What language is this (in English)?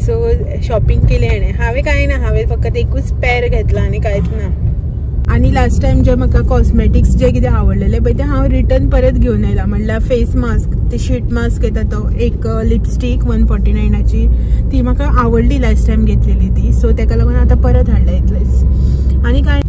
Konkani